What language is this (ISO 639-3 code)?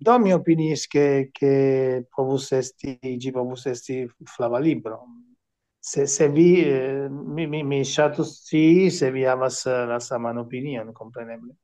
epo